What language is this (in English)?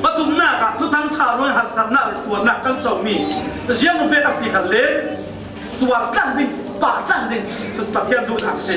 Falam Chin